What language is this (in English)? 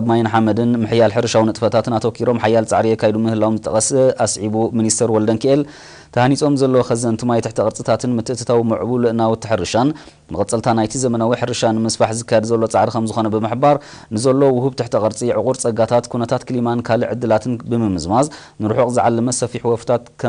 Tigrinya